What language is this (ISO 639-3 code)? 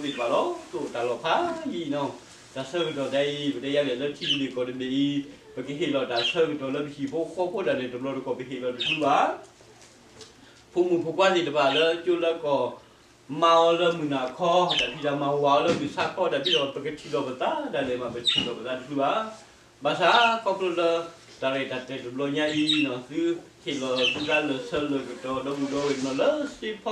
ksw